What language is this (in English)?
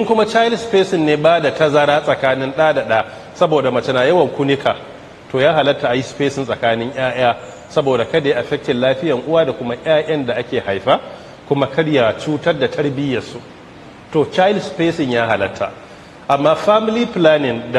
Hausa